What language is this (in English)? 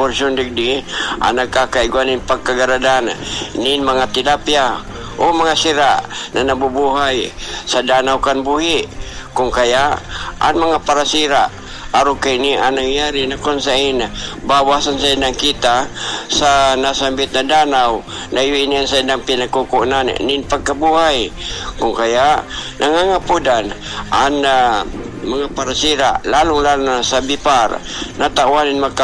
Bikol